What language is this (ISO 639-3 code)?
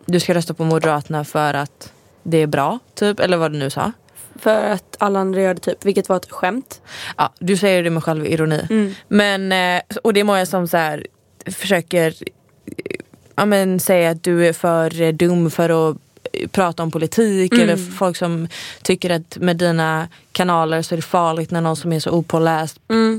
swe